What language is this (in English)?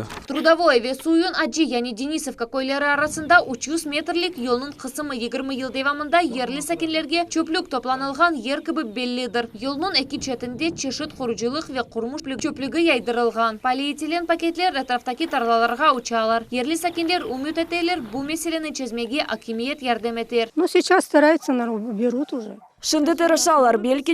Crimean Tatar